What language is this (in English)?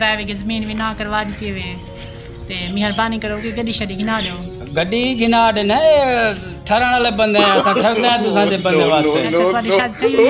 Saraiki